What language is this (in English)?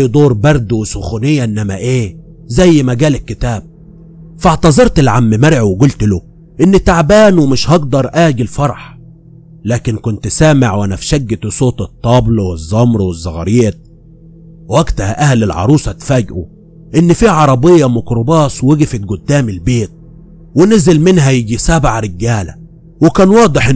Egyptian Arabic